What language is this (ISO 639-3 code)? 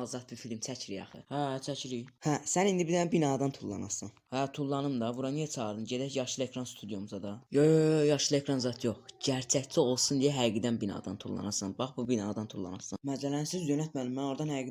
aze